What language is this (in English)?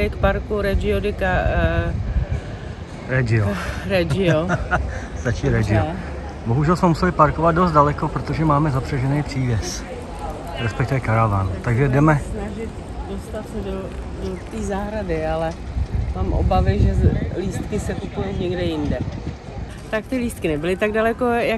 Czech